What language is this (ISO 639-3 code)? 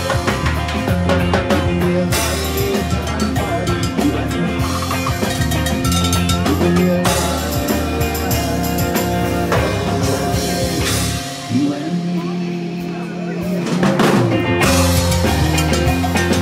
eng